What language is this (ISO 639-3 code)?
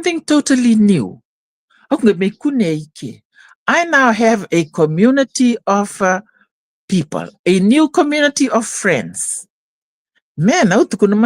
fij